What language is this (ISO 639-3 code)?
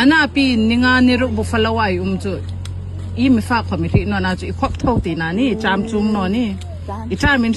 hmr